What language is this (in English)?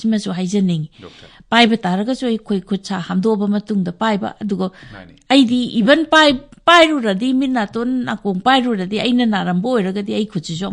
Manipuri